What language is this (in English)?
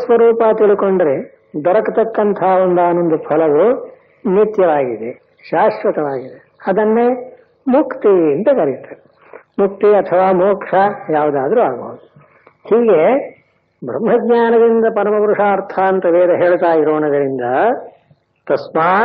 Kannada